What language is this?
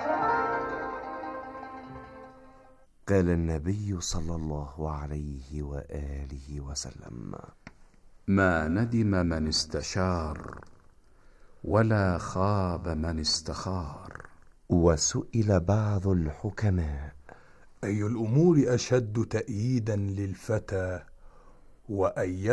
Arabic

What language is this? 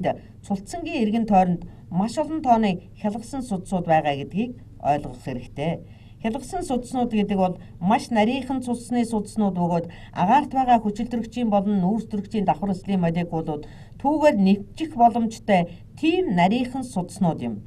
Mongolian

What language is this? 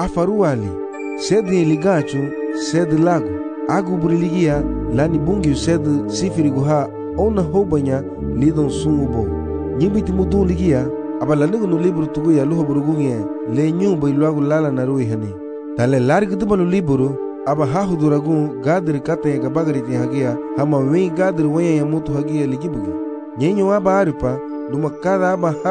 Garifuna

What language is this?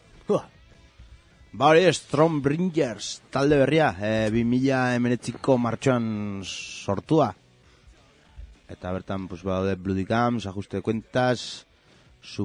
Basque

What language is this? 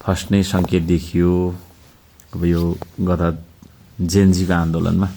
Nepali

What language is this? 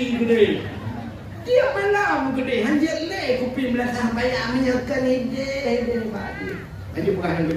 Achinese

